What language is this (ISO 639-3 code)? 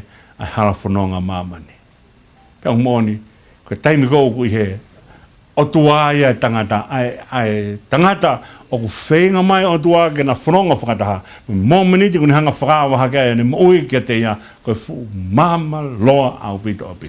ton